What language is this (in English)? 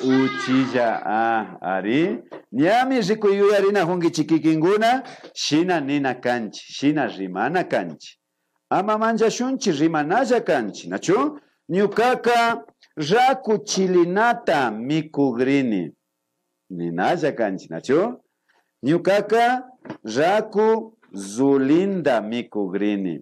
Imbabura Highland Quichua